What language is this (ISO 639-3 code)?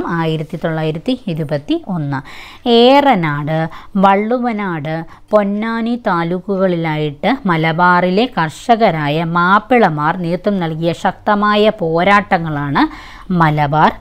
mal